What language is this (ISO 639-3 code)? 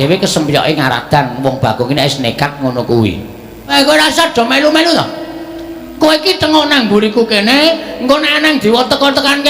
jav